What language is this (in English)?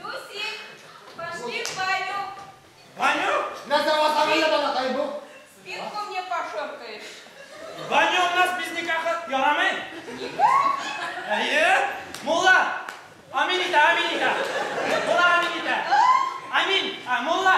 Bashkir